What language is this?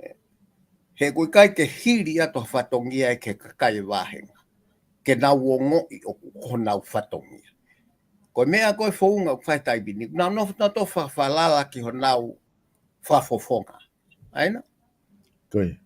Tongan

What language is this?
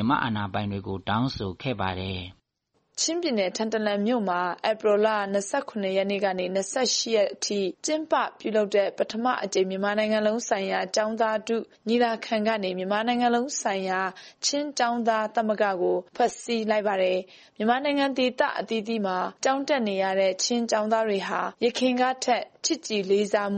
Burmese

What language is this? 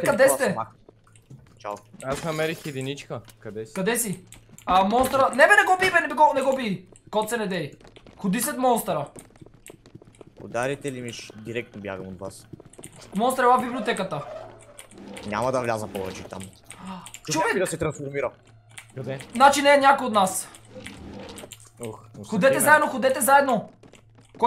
Bulgarian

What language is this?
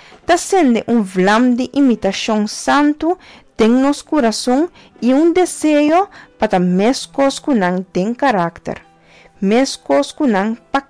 Papiamento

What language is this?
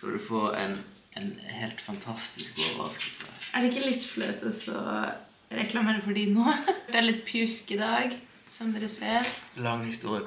Norwegian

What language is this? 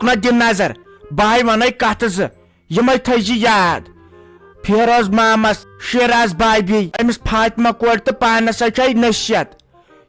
Kashmiri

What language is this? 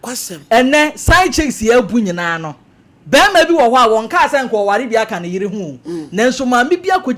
Akan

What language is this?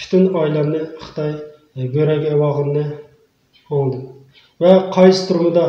Uyghur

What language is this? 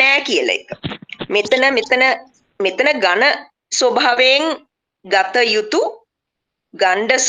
Sinhala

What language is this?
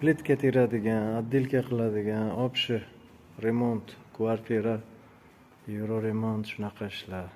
Uzbek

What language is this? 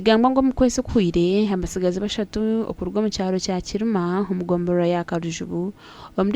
Nyankole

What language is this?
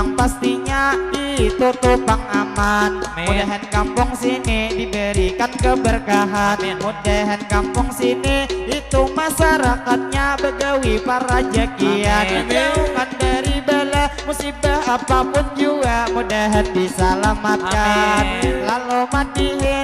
Banjar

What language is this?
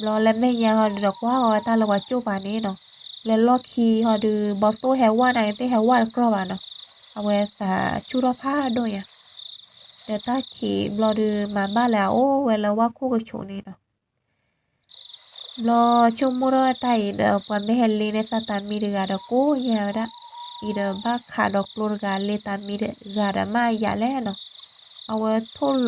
S'gaw Karen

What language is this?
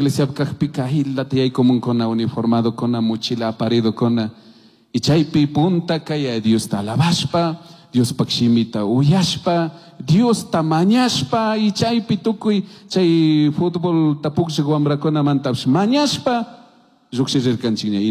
Chimborazo Highland Quichua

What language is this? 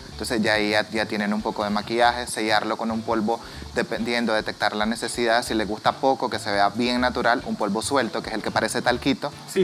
Spanish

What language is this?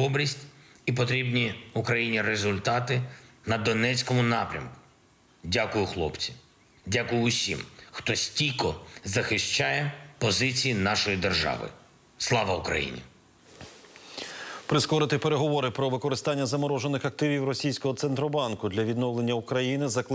Ukrainian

